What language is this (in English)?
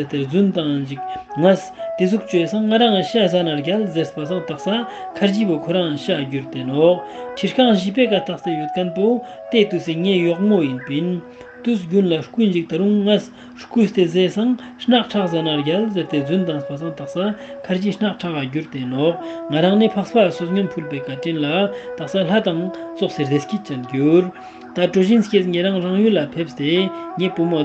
Ladakhi